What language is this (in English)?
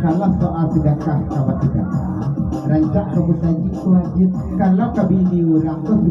Minangkabau